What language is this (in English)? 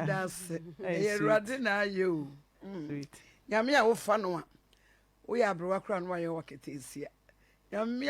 Akan